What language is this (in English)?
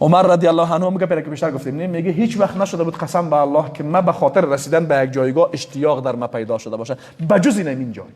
Persian